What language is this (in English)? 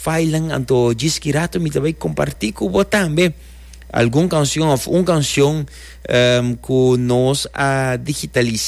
Papiamento